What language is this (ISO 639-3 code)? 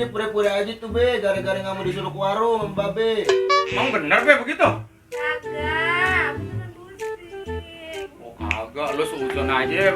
bew